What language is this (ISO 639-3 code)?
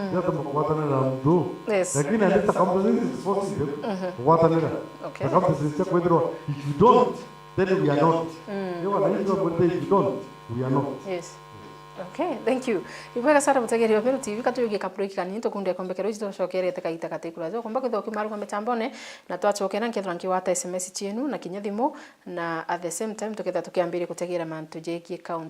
mer